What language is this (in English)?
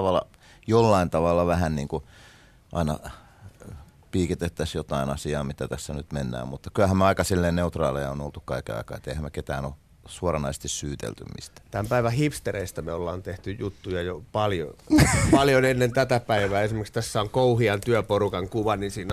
Finnish